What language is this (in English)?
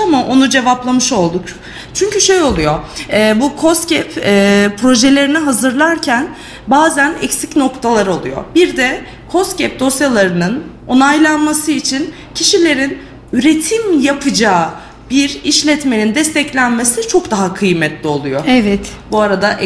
Turkish